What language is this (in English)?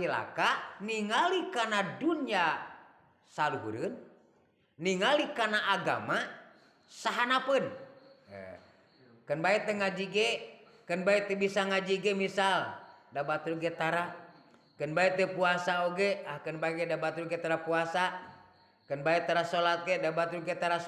Sundanese